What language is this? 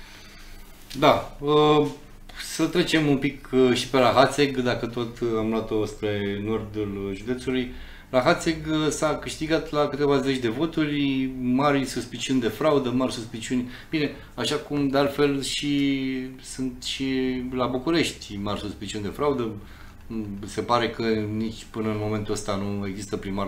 Romanian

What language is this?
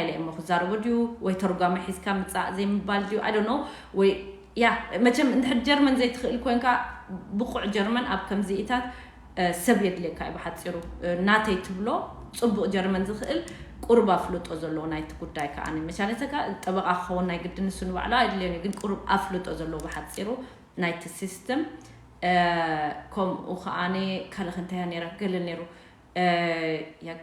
Tigrinya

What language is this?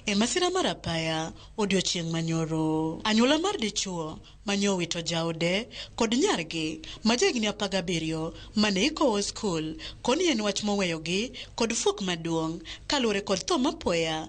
Luo (Kenya and Tanzania)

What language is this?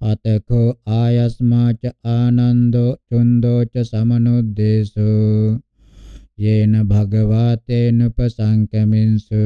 Pali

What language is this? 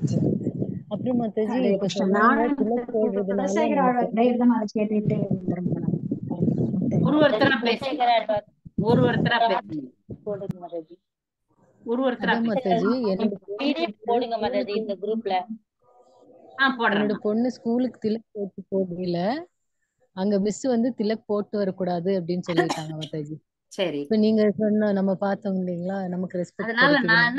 Tamil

